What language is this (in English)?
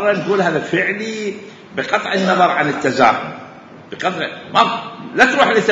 Mesopotamian Arabic